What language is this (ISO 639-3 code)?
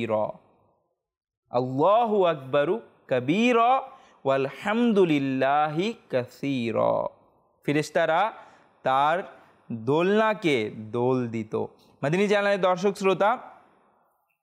ben